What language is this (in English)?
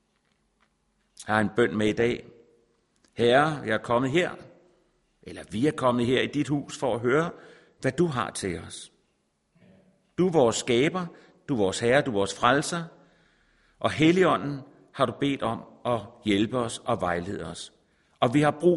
Danish